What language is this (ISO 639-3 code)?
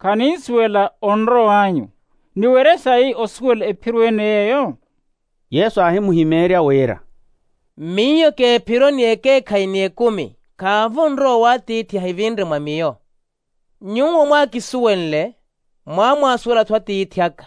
vmw